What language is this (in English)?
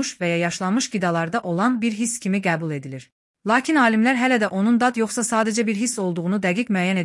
Azerbaijani